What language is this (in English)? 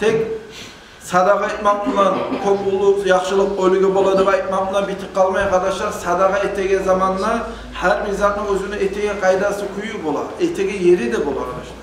Kumyk